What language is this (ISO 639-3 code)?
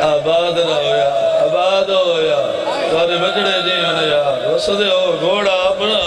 skr